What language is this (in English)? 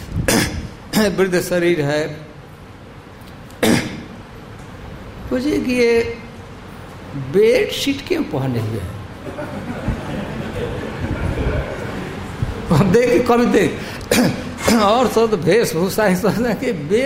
Hindi